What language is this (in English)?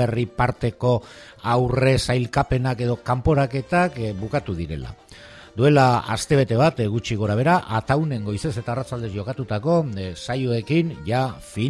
Basque